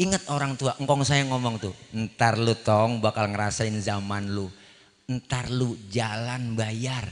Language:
Betawi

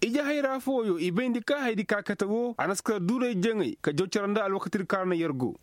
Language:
Koyraboro Senni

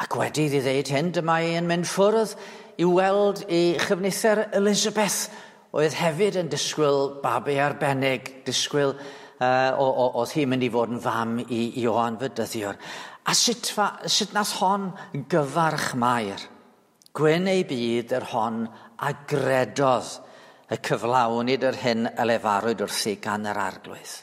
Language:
Welsh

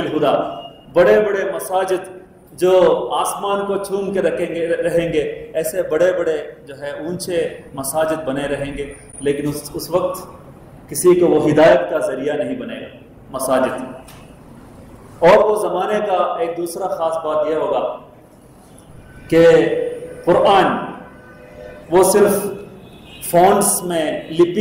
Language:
Urdu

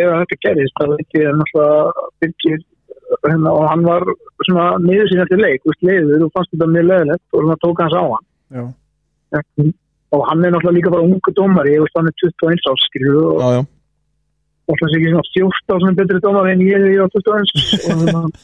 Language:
Icelandic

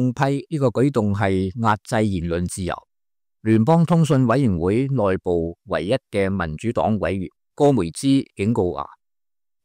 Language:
Cantonese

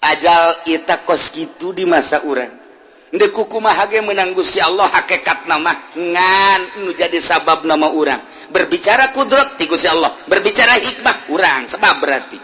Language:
Sundanese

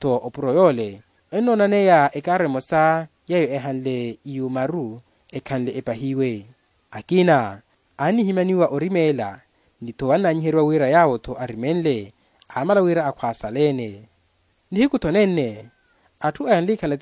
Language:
Makhuwa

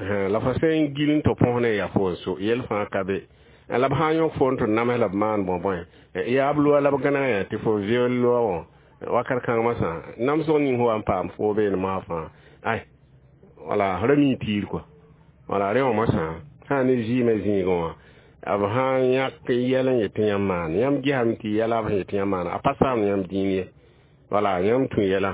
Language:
Mossi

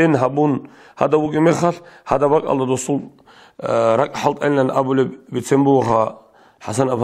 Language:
Avaric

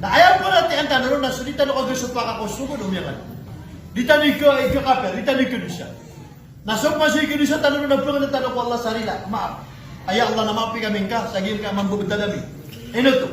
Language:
Maranao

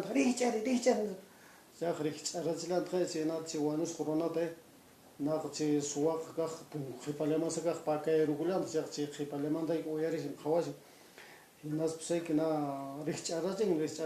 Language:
Quechua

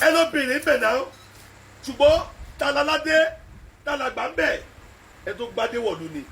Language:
Yoruba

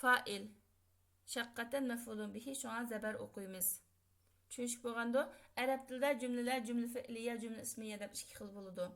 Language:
Uyghur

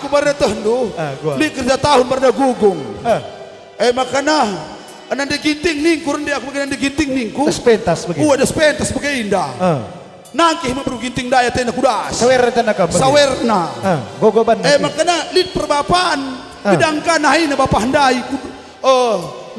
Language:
Batak Karo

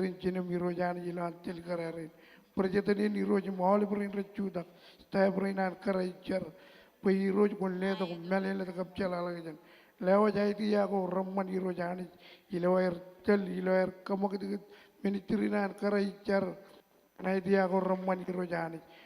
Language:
Marshallese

